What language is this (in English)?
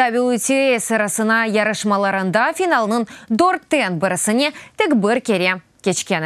Crimean Tatar